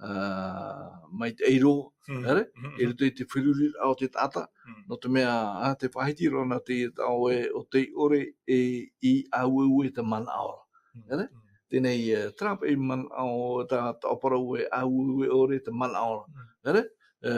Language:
Tahitian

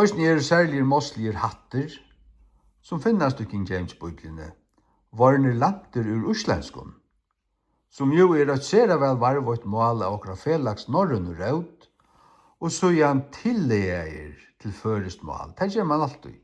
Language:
Faroese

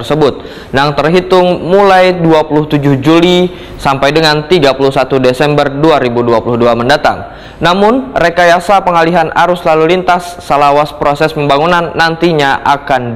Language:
Banjar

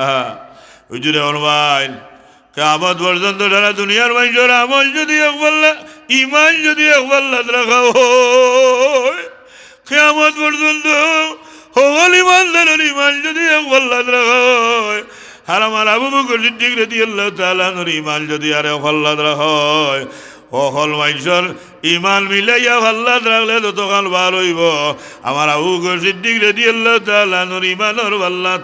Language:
Sylheti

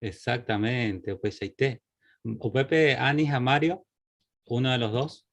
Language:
Guarani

